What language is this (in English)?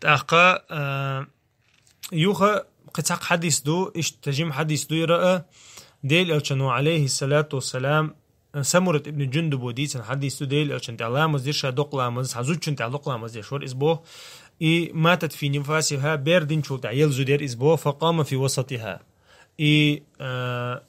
Chechen